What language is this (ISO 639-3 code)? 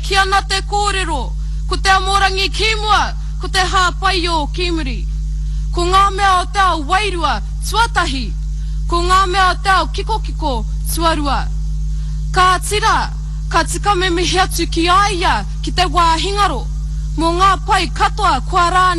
mri